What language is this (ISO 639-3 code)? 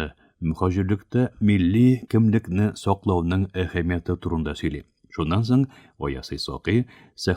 tat